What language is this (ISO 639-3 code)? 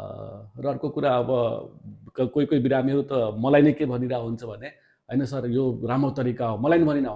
nep